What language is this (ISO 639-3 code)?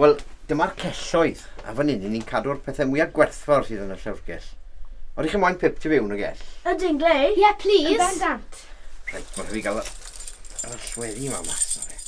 cym